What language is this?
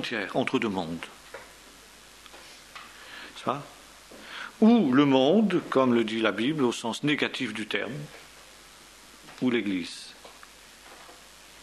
French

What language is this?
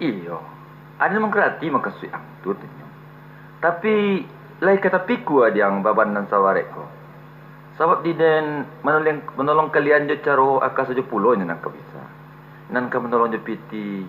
Minangkabau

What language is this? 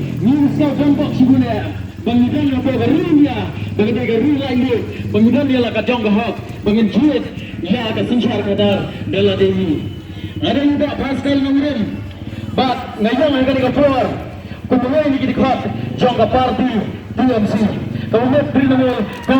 Khasi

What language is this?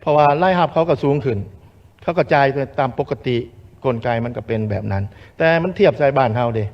Lao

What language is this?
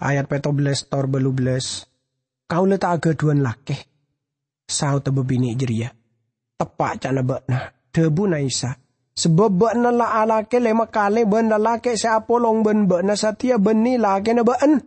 Madurese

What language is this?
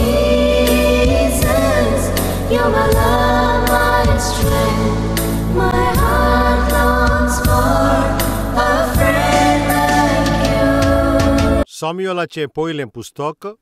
Konkani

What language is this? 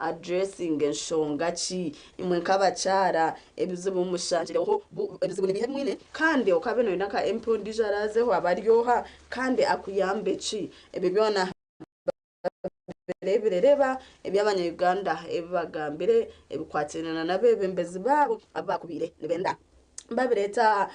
Nyankole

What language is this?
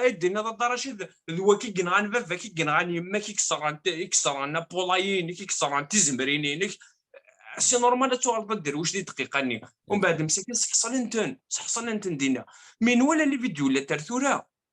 Kabyle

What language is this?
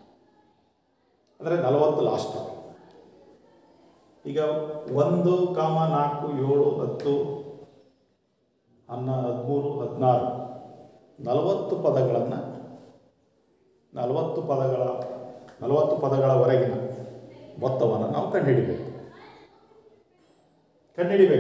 Kannada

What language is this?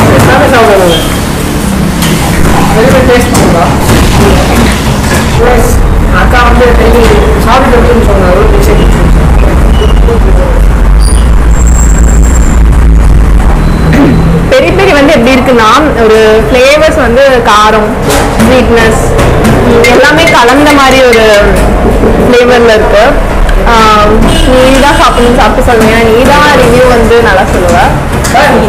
Tamil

